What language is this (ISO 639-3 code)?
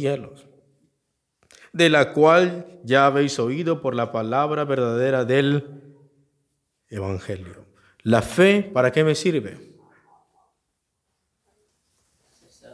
spa